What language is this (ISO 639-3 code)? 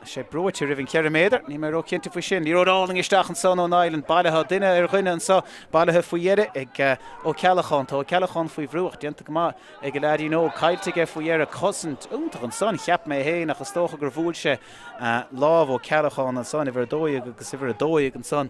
gle